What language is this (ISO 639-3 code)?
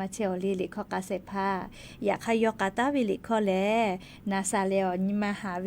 lhu